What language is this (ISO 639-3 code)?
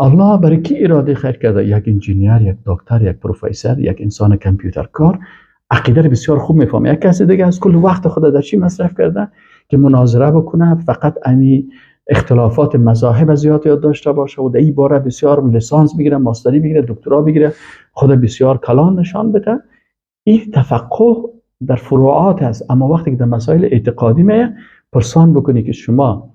fas